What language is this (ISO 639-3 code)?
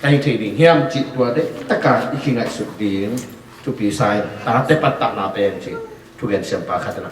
ctd